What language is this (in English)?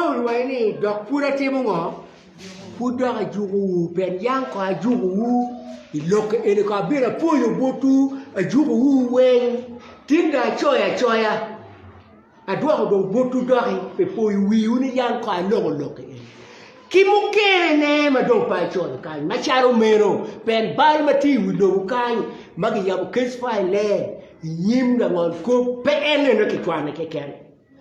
Acoli